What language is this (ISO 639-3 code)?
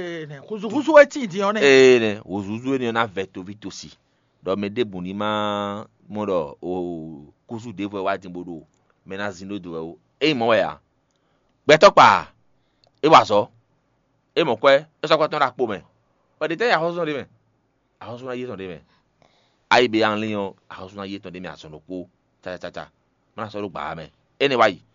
fon